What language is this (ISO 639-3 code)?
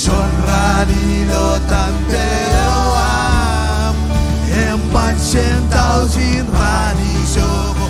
mah